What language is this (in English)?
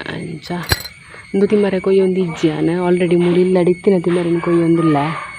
Tulu